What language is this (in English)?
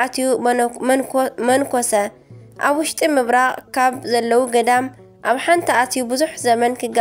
Tigrinya